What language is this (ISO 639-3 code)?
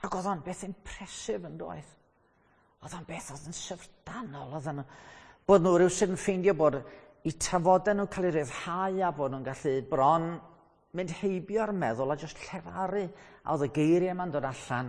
cym